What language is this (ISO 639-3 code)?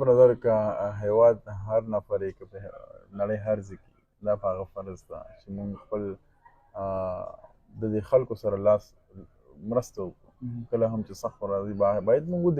pus